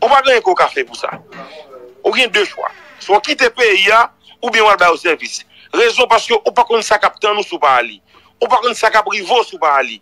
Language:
Haitian Creole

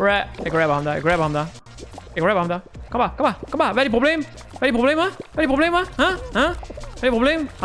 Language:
Danish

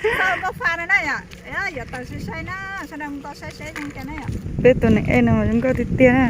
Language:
Hmong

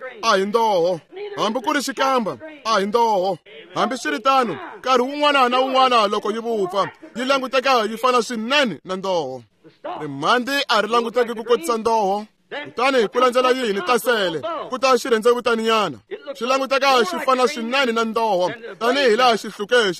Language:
Tsonga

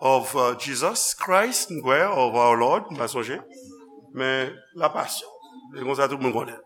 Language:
Haitian Creole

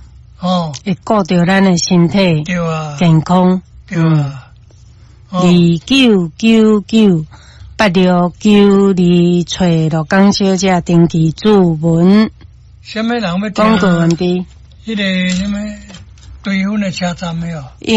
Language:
Min Nan Chinese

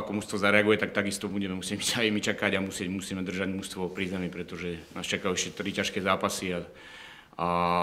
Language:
Slovak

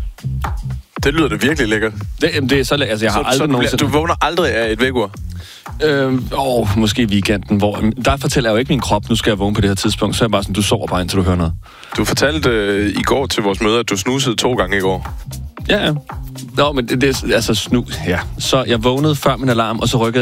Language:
Danish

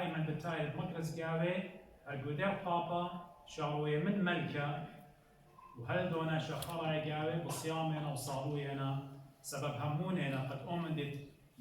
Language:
Assyrian Neo-Aramaic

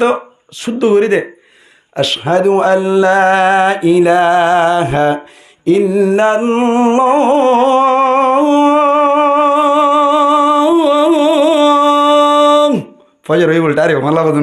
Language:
Rohingya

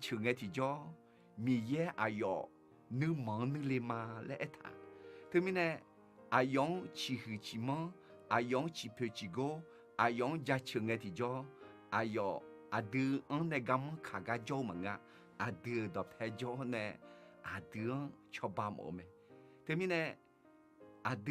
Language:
Akha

